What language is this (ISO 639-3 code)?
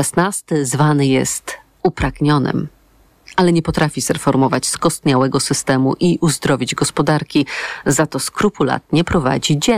pol